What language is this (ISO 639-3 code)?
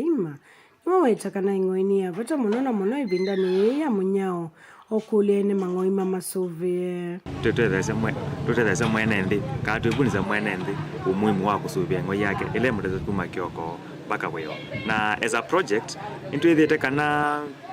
kam